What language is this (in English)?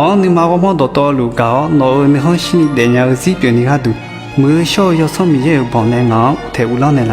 Akha